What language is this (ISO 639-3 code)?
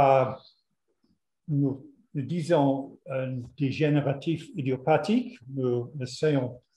fra